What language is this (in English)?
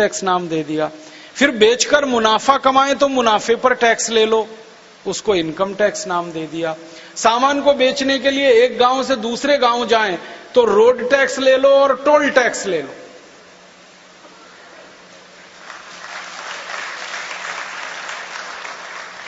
Hindi